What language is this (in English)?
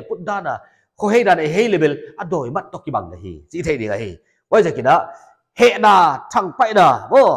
Paite Chin